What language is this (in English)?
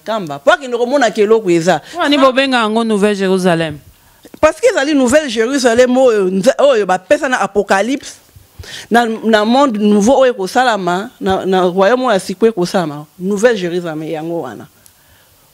Lingala